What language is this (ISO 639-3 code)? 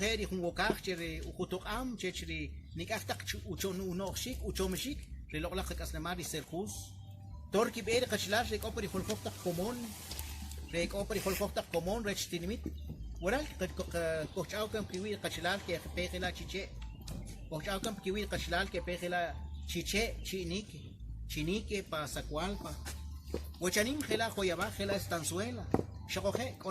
quc